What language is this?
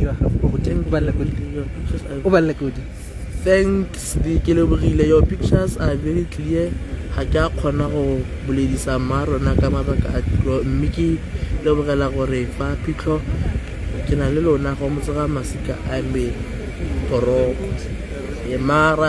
Tswana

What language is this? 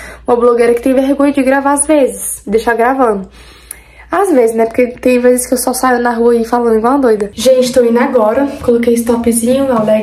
Portuguese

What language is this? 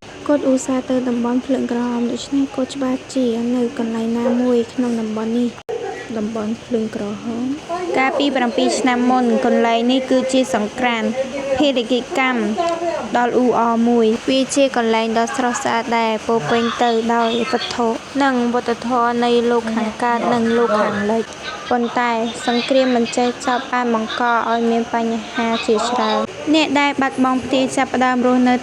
Khmer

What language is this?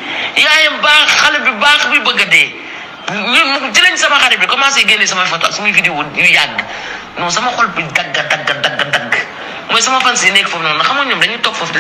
Wolof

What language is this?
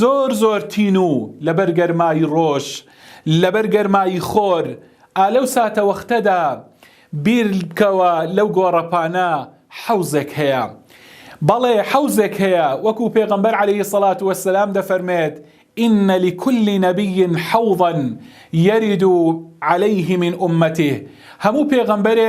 Central Kurdish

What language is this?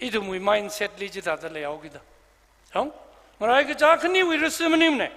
Tangkhul Naga (India)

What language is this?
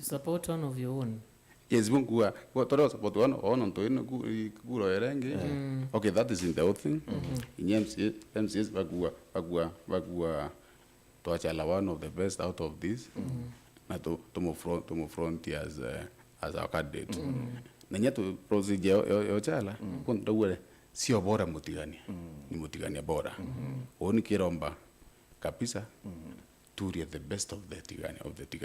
Meru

